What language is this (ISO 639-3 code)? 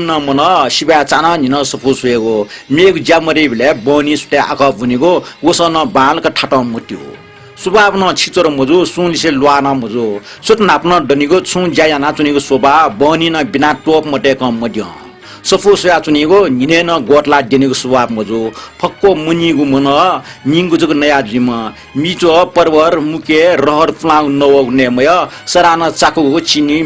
new